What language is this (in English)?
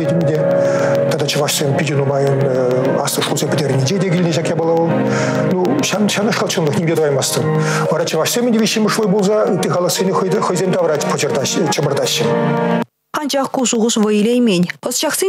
Chuvash